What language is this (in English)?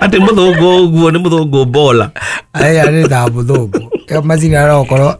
Kikuyu